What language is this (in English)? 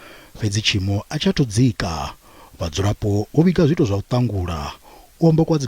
Venda